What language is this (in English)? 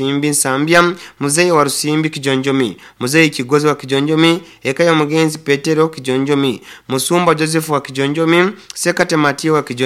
Nyoro